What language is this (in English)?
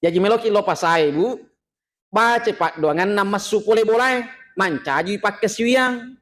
Buginese